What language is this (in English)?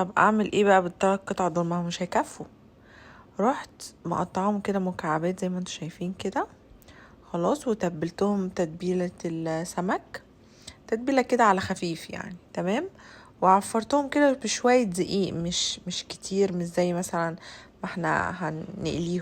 Egyptian Arabic